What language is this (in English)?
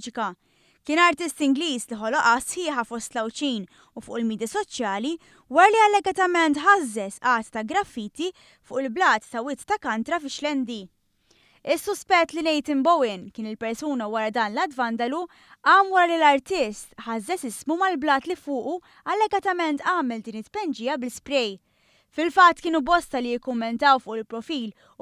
Maltese